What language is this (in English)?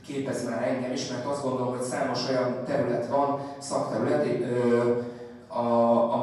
Hungarian